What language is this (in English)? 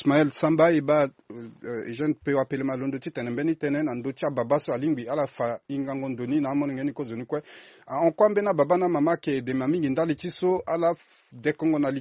Sango